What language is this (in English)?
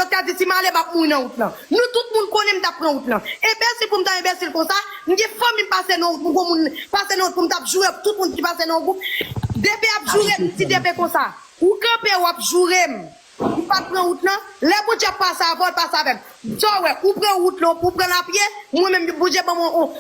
Haitian Creole